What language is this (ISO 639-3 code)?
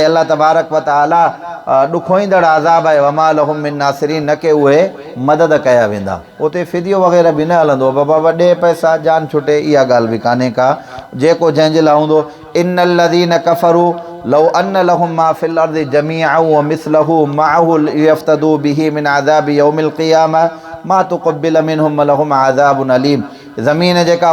snd